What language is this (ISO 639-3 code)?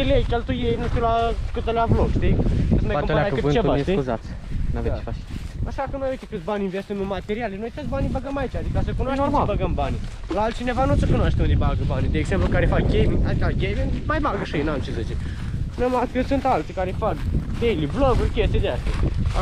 ron